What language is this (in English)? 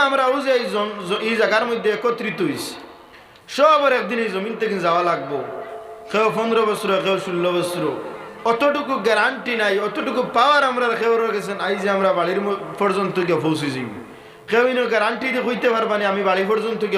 Sylheti